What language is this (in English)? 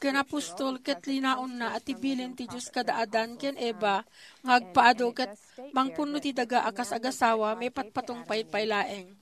Iloko